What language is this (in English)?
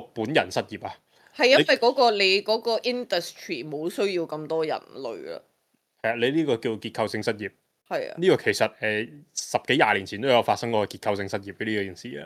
Cantonese